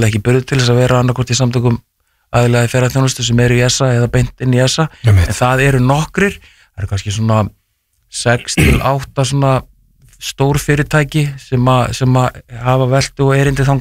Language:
Icelandic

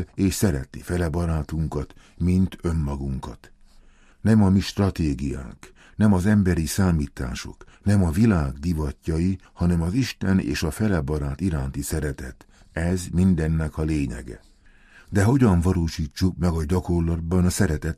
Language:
Hungarian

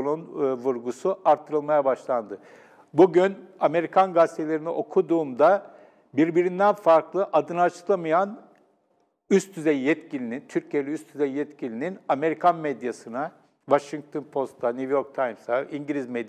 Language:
Turkish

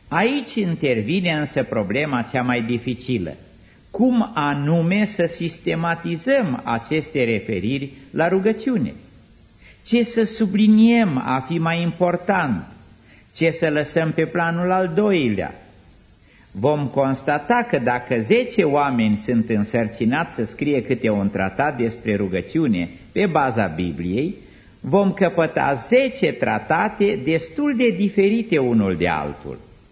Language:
Romanian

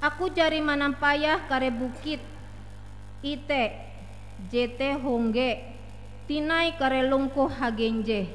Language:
Ngaju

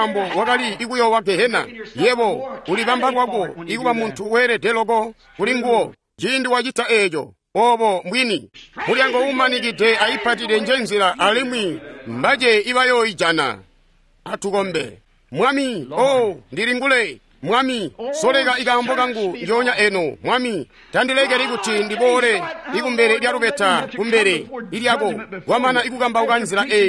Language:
Tonga (Zambia)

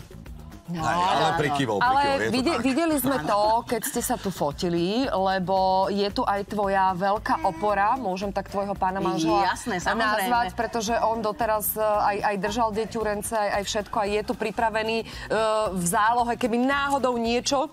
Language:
Slovak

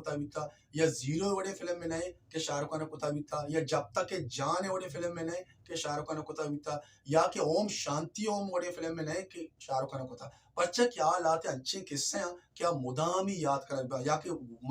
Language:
Baluchi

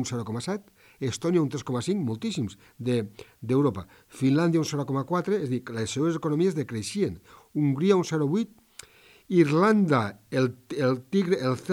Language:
Catalan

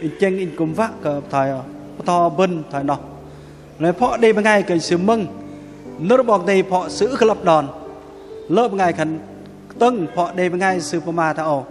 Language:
Bahnar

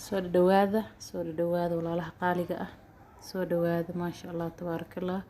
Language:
Somali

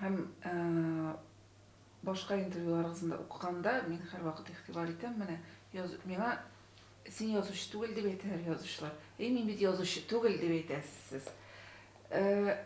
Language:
Tatar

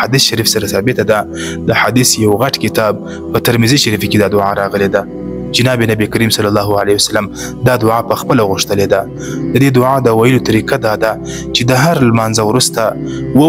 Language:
Pashto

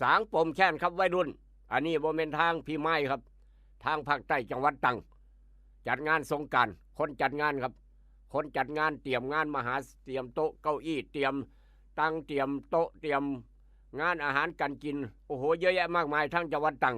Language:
Lao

